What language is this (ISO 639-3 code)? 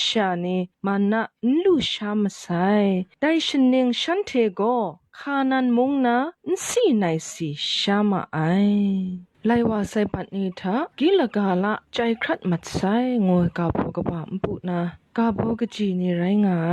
kac